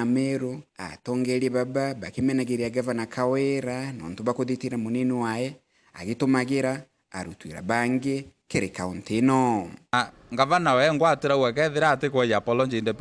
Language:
Meru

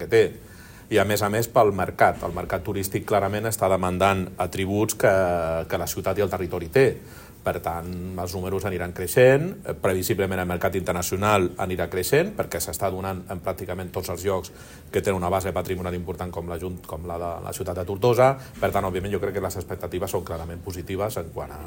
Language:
Catalan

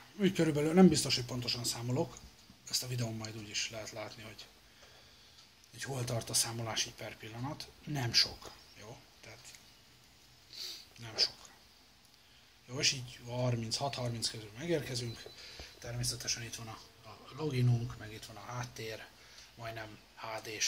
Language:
Hungarian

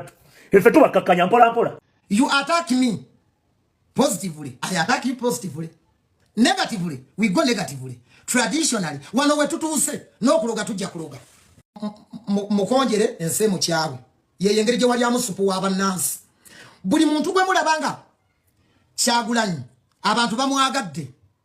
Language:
Ganda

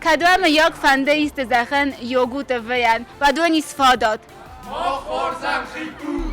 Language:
Ossetic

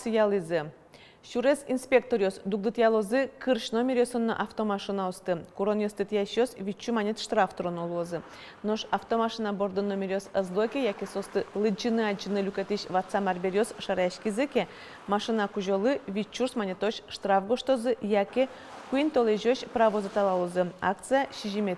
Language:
Udmurt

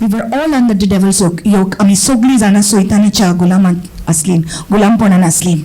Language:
Konkani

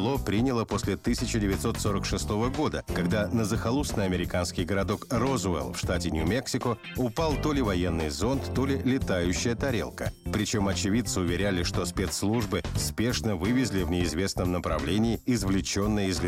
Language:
Russian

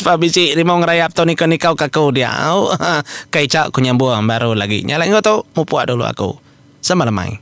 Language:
Iban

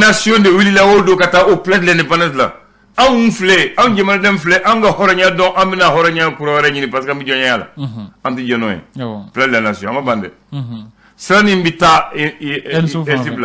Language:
Bambara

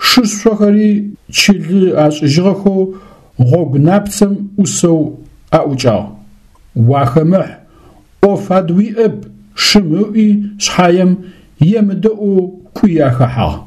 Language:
Adyghe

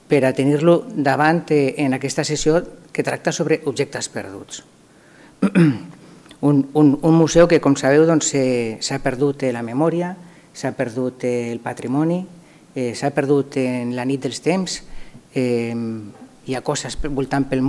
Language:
Catalan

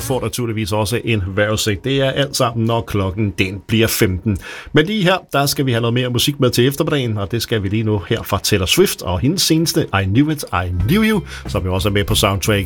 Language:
Danish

